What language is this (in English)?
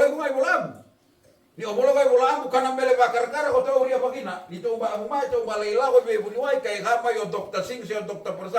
Fijian